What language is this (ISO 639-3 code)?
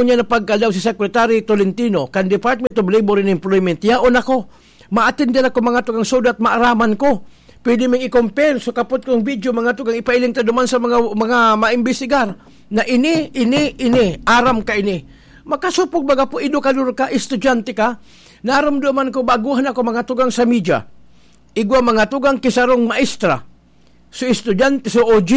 bik